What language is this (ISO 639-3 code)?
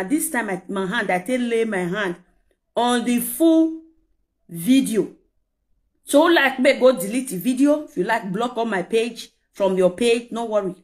pcm